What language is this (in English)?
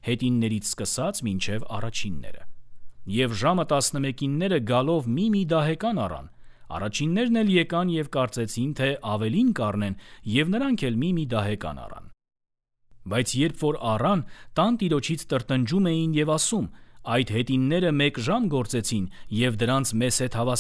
Armenian